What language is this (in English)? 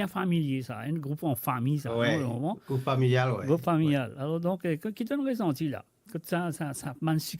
Morisyen